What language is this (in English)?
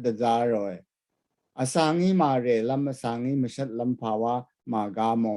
Rawang